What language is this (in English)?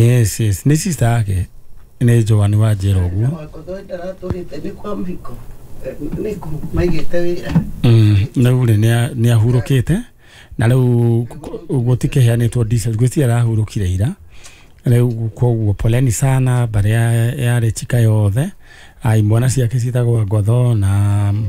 Kikuyu